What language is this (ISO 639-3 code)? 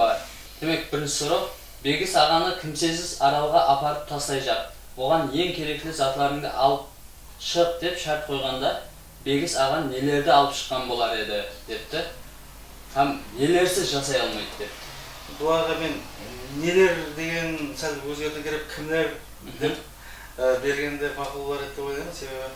kaa